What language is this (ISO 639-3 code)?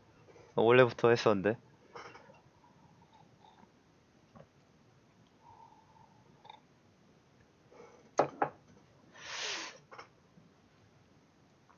kor